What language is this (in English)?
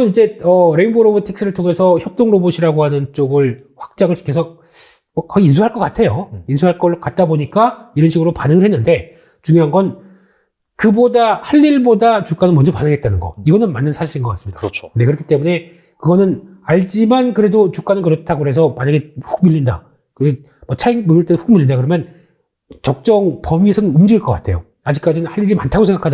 Korean